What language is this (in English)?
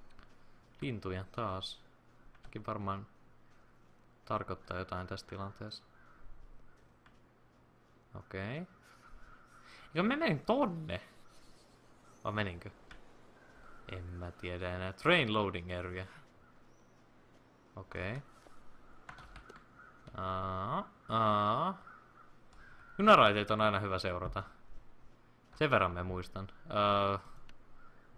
Finnish